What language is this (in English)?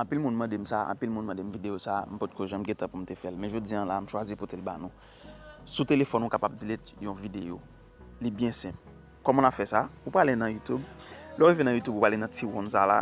Haitian Creole